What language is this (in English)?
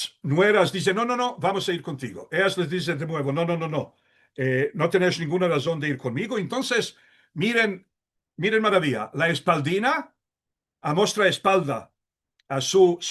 Ladino